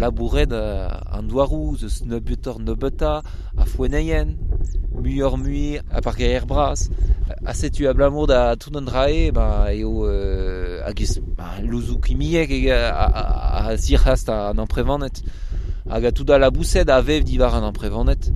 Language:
Breton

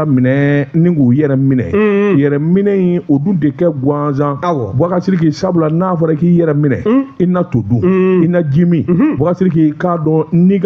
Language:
Bambara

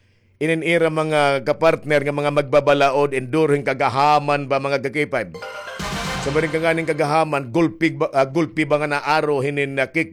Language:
Waray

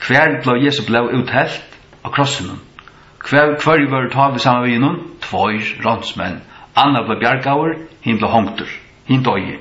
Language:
Faroese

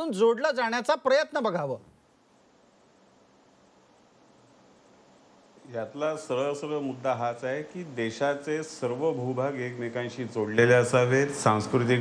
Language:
Marathi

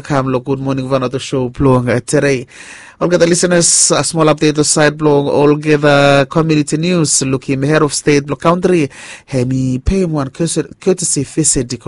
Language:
Bislama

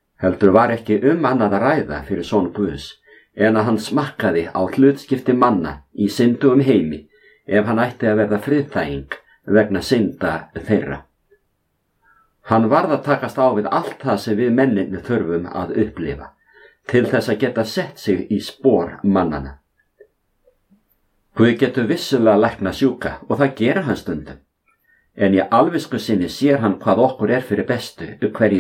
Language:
Icelandic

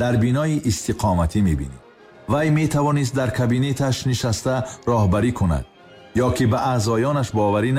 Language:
Tajik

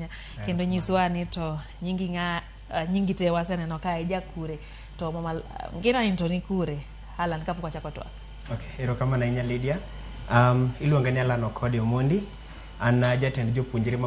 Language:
Luo (Kenya and Tanzania)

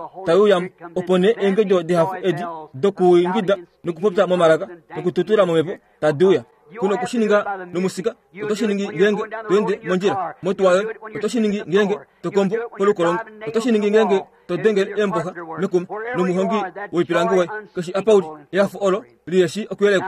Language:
Kuanyama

